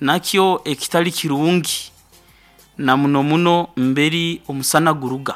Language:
Nyoro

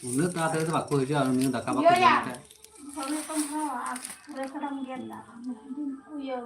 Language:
Santali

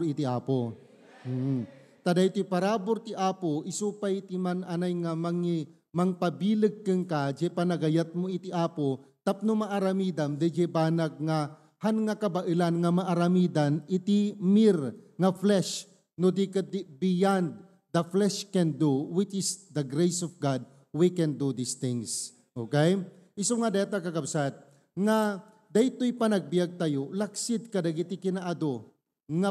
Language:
Iloko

